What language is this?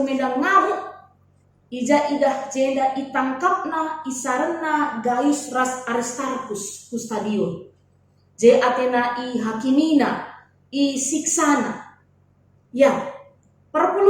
Batak Karo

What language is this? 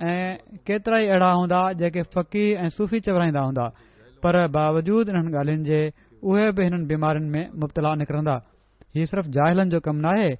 Sindhi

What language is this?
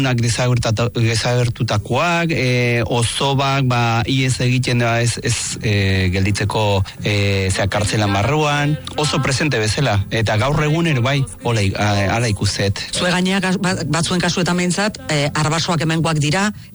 Basque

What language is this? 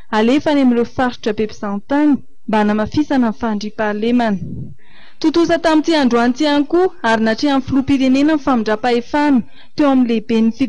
Malagasy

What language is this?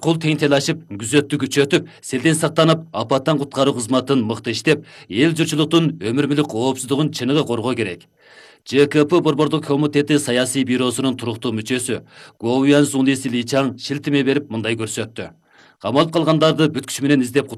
Kyrgyz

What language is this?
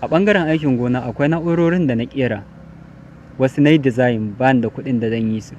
Hausa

